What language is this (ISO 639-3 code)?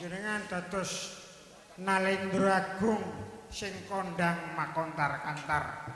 jav